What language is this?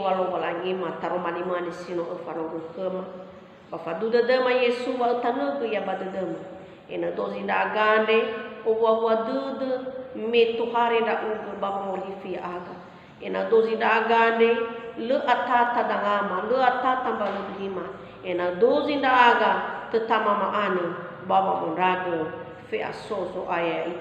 Nias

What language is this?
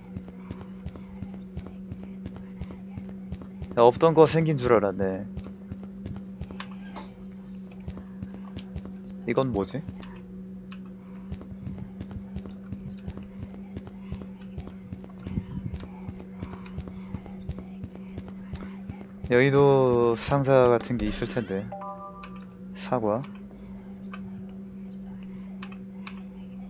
Korean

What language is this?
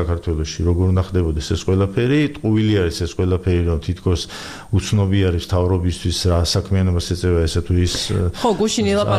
Georgian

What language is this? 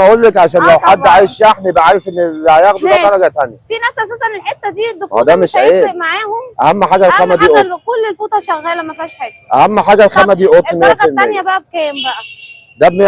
Egyptian Arabic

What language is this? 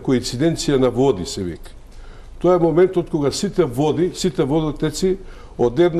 Macedonian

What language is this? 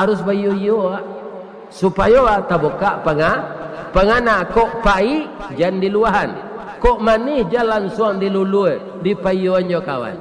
Minangkabau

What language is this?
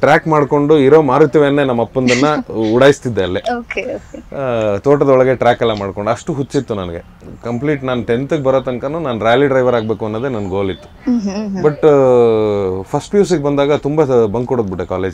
Kannada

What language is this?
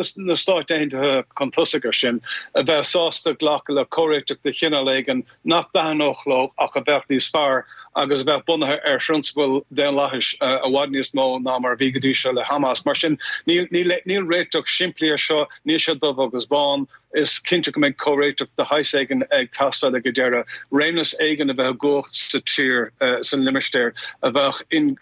Irish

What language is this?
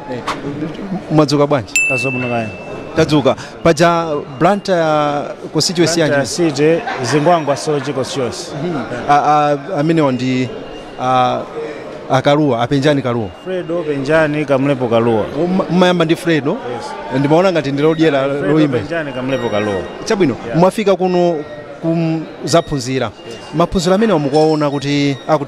Nyanja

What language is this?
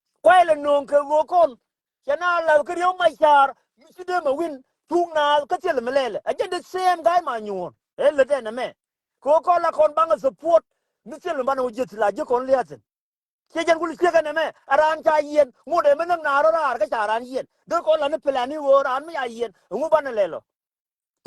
Nuer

